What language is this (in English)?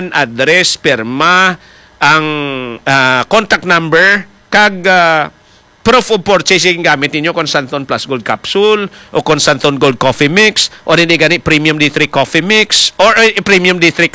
Hiligaynon